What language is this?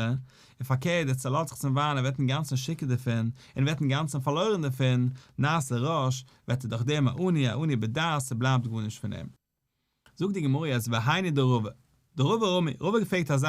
Yiddish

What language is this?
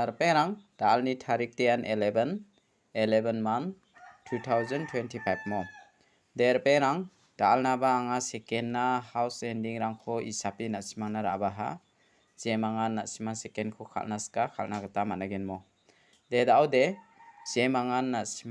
Garo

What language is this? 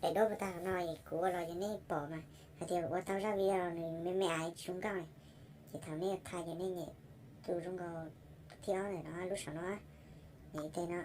Hmong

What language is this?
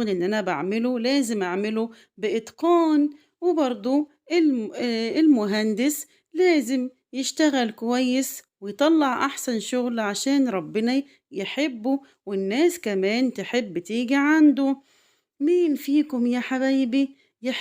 Egyptian Arabic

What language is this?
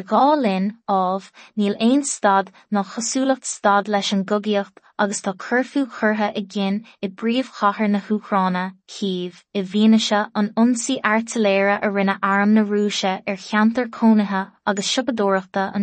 Irish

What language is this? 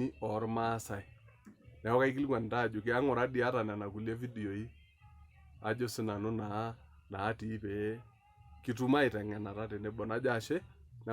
Masai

